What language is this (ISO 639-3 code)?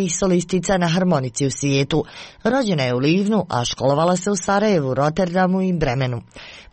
hrv